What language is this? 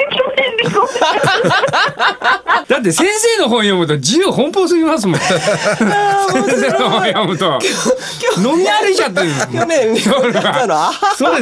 Japanese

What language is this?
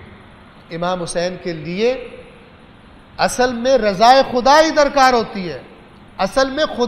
Urdu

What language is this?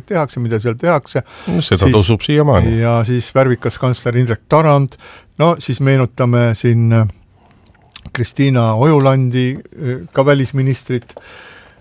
Estonian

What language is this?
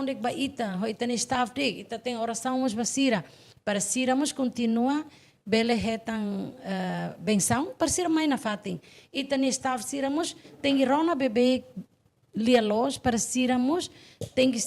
Tetum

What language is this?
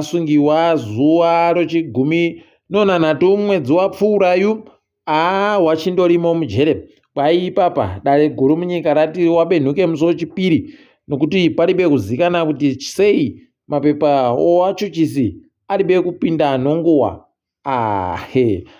Ndau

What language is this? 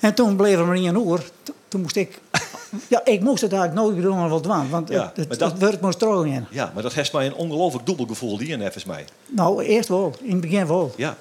Western Frisian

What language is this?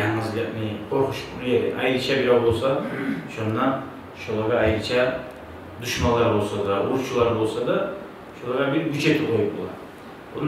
Kumyk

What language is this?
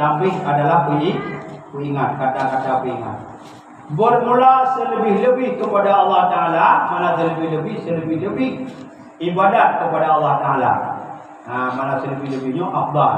Achinese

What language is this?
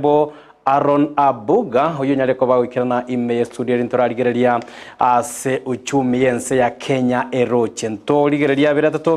Gusii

